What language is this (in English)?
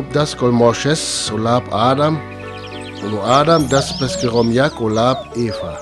Sinte Romani